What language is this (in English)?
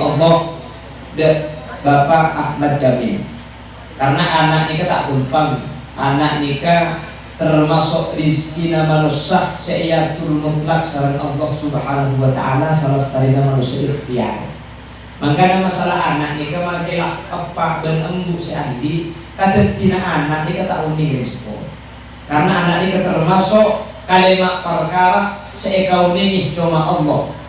Madurese